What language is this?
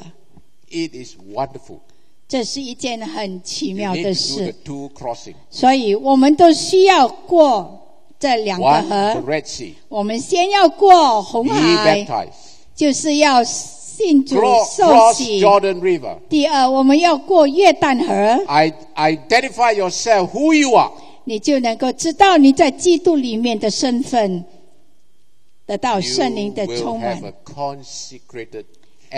Chinese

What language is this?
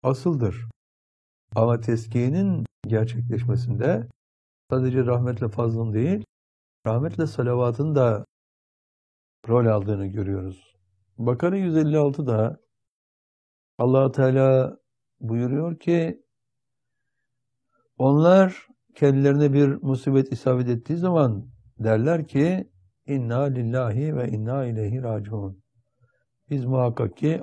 Turkish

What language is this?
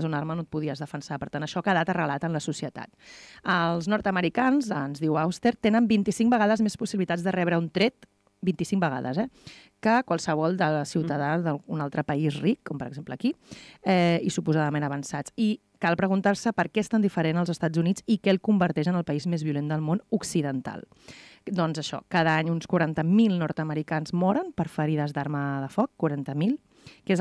Catalan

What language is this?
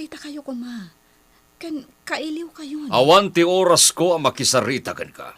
Iloko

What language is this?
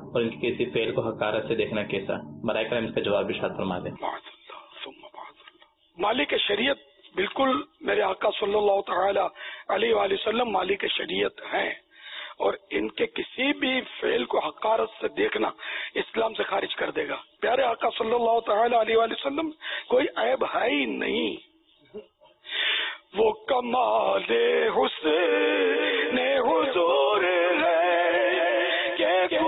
Urdu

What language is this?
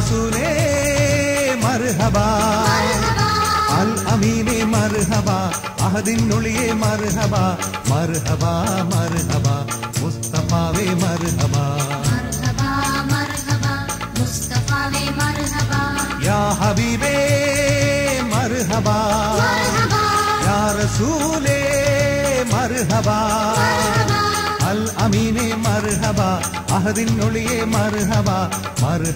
Malayalam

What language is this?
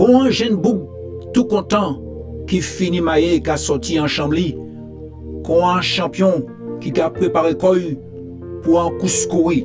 Guadeloupean Creole French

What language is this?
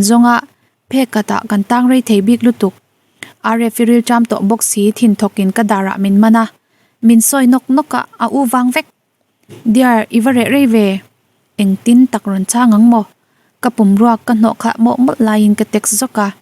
Mizo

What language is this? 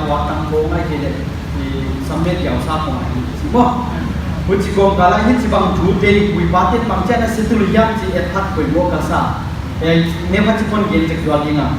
Paite Chin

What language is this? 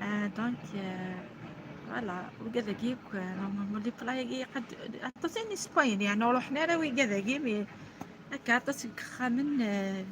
Kabyle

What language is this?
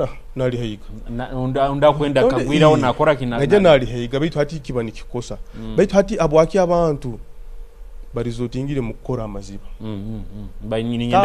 Nyoro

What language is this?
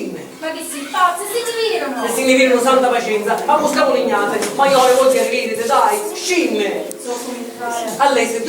Sicilian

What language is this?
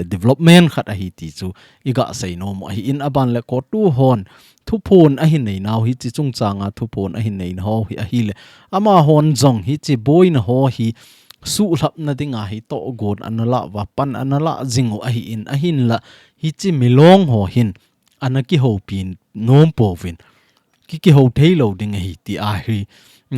Thado Chin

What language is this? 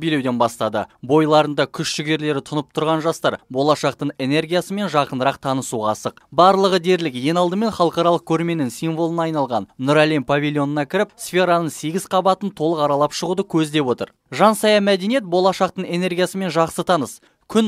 Kazakh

